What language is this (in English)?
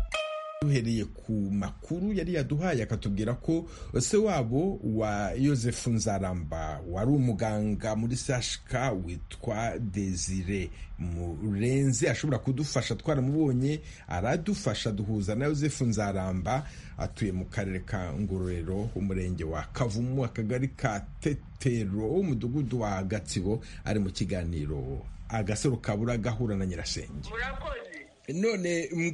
Kinyarwanda